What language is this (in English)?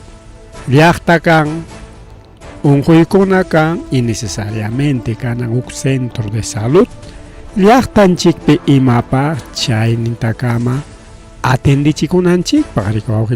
Ayacucho Quechua